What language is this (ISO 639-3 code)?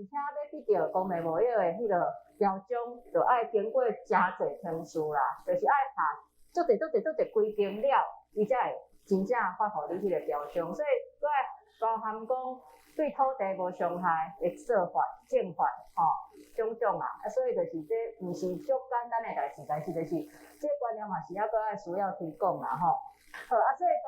nan